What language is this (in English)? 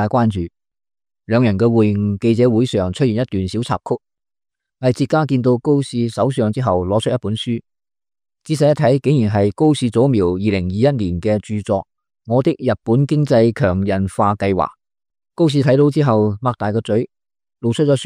Cantonese